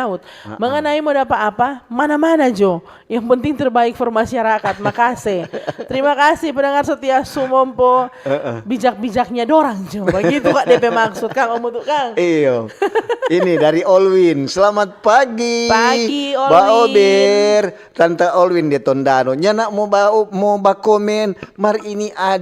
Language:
Manado Malay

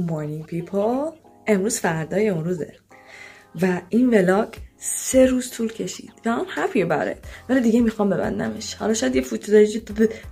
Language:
Persian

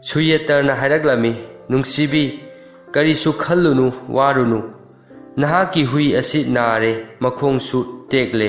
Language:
Manipuri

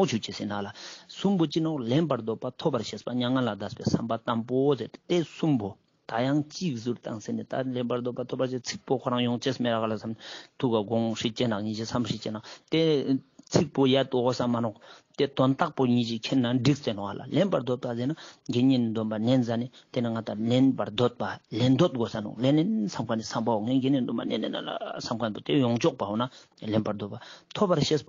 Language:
Ladakhi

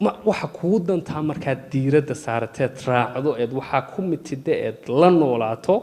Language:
Somali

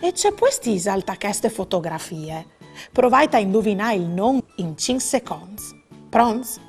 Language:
Friulian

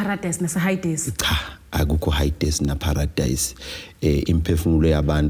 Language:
Zulu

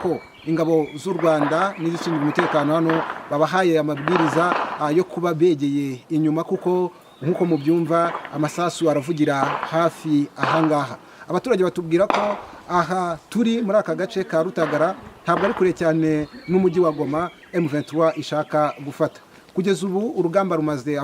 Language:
Kinyarwanda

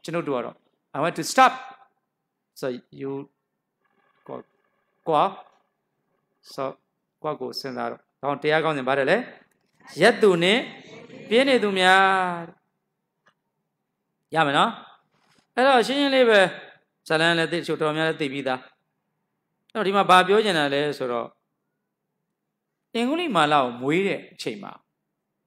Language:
Burmese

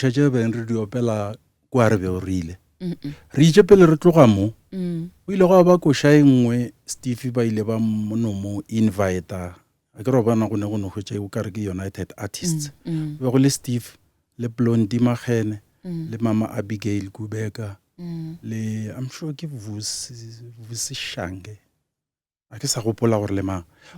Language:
Northern Sotho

